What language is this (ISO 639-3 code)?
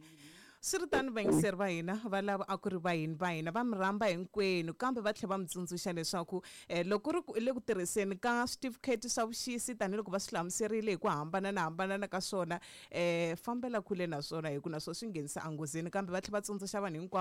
tso